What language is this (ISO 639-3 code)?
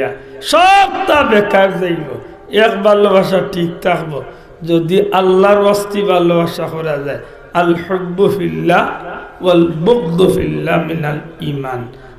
syl